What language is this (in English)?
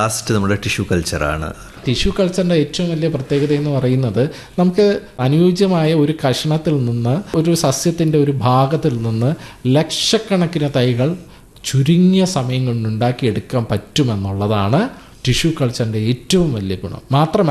Malayalam